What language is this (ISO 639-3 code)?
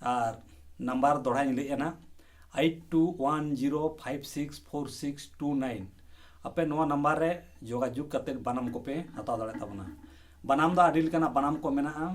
sat